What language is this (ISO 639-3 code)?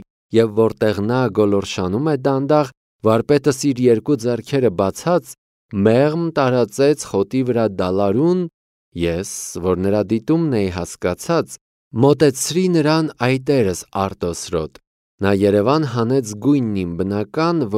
hye